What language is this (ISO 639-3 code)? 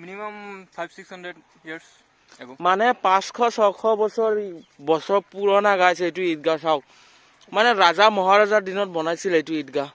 asm